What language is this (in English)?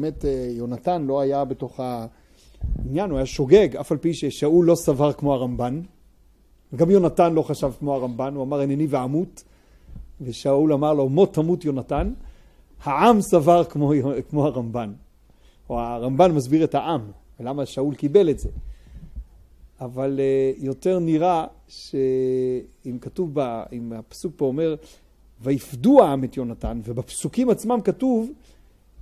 Hebrew